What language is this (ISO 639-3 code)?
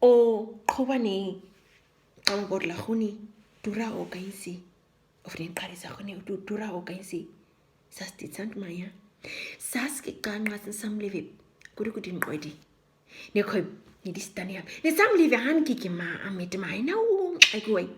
naq